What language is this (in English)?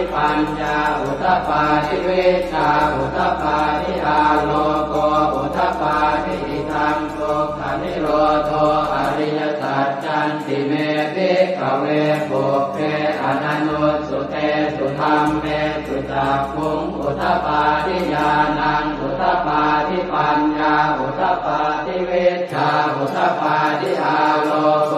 Pali